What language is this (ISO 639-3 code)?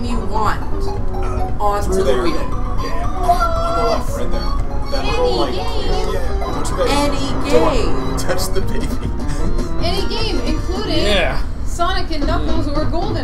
eng